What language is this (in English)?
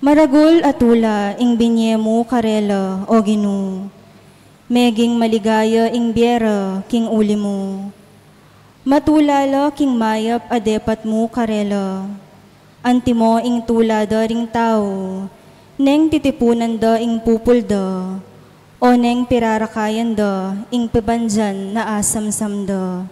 Pampanga